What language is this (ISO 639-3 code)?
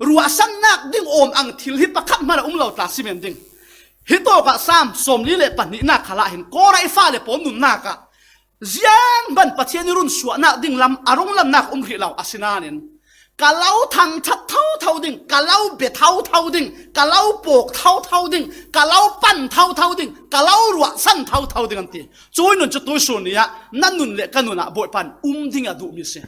cfm